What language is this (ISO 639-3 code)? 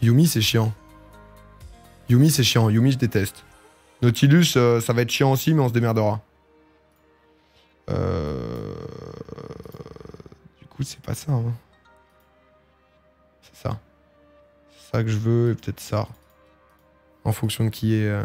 fra